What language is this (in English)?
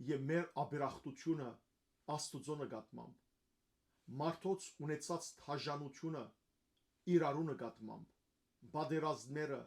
Western Armenian